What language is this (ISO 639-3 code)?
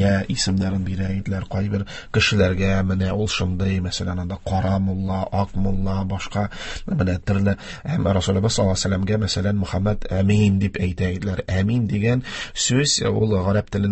tat